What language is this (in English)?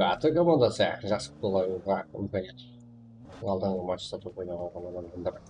Kara-Kalpak